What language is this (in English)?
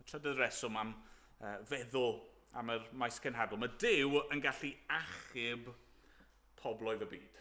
Welsh